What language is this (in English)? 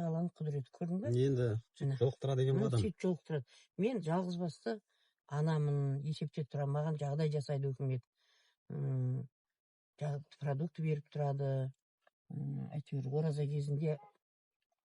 Kazakh